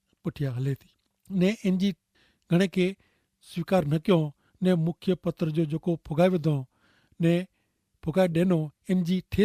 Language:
Kachhi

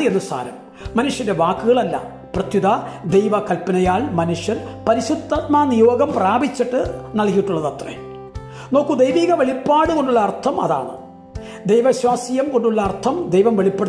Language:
Malayalam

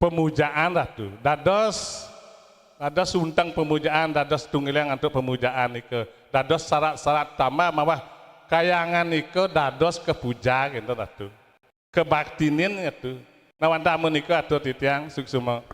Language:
Balinese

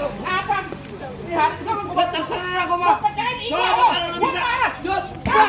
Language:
Betawi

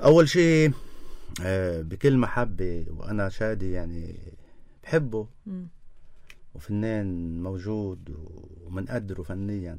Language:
North Levantine Arabic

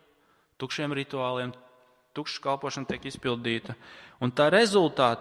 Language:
Latvian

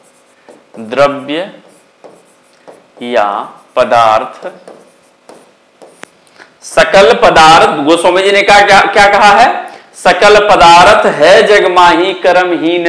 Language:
Hindi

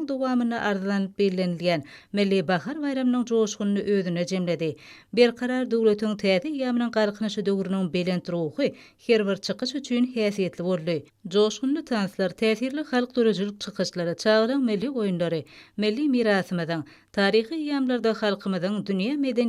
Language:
Turkmen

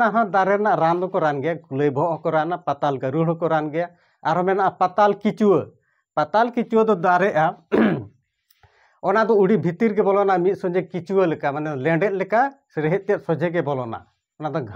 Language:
Santali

